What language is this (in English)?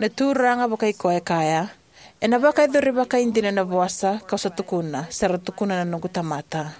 Fijian